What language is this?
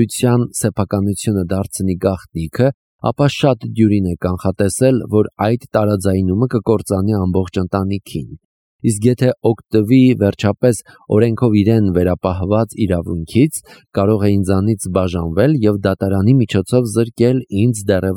Armenian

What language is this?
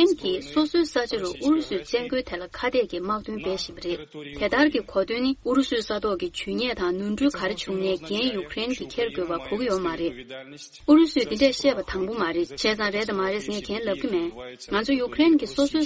Tibetan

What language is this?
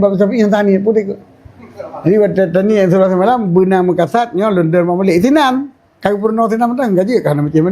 Achinese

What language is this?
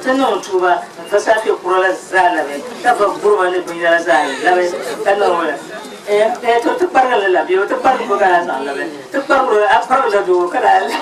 Dagbani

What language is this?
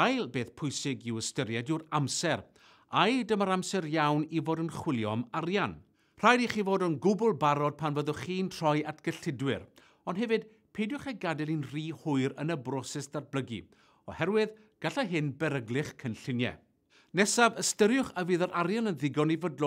Welsh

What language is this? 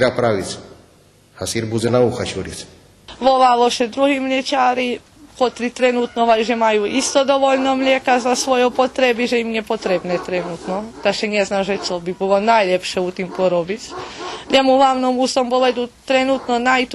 Rusyn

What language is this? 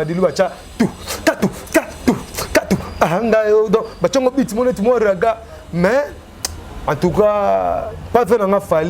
Lingala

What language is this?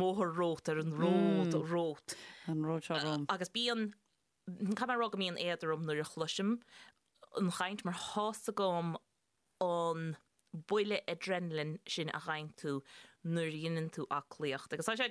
Irish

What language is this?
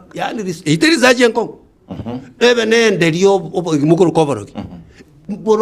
Gusii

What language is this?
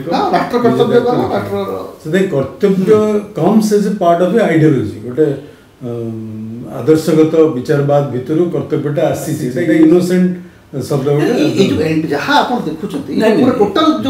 Odia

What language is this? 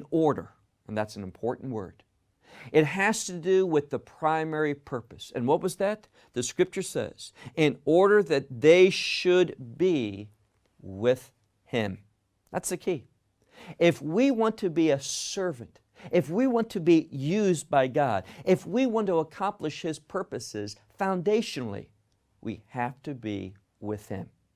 English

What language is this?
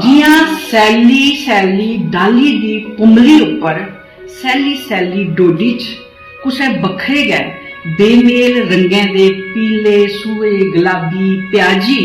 Dogri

